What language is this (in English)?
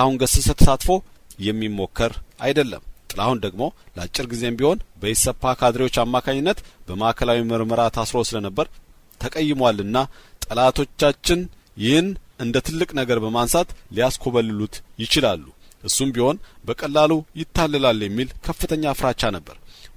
Amharic